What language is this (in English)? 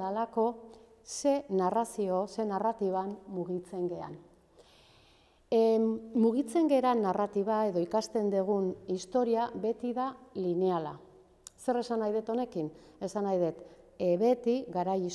Basque